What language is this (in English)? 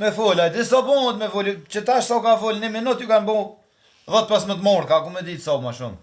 Albanian